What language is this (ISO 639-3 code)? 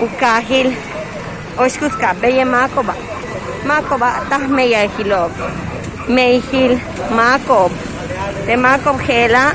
yua